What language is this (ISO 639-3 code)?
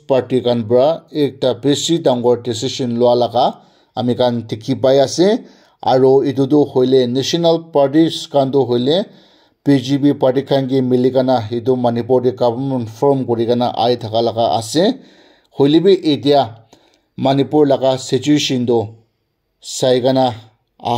nag